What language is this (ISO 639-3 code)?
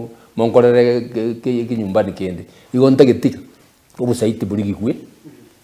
guz